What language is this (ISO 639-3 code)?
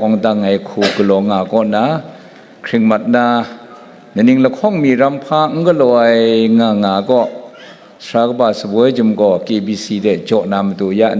kac